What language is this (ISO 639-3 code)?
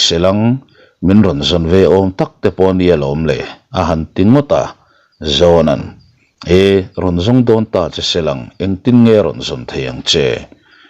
lus